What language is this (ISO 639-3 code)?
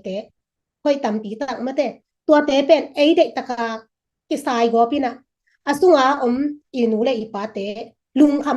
ctd